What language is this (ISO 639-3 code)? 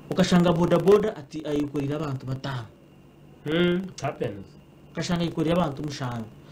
nyn